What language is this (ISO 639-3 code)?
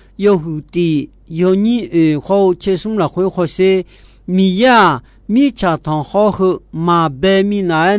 ahk